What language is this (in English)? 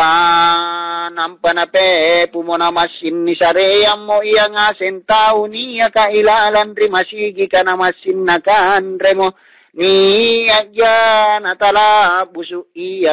Makasar